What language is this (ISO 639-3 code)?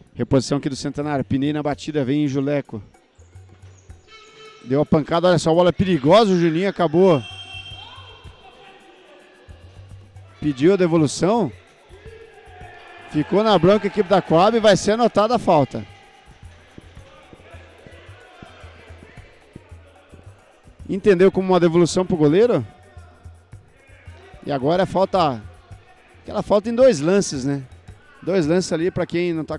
por